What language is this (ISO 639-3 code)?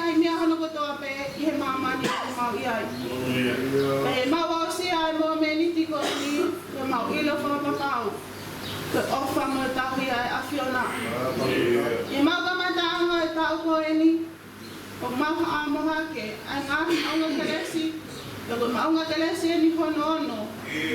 ton